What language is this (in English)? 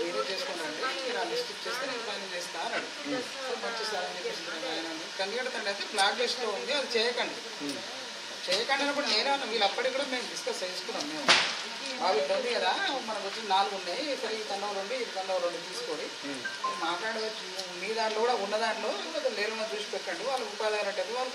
Telugu